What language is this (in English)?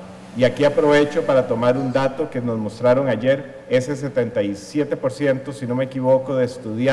Spanish